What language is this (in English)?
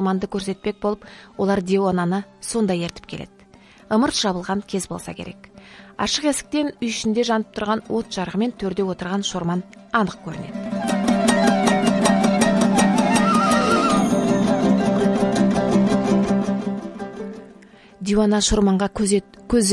Kazakh